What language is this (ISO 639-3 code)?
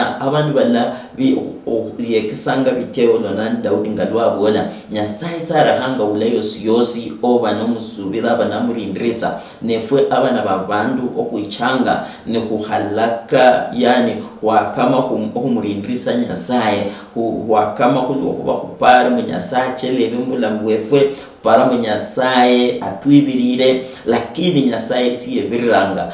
luy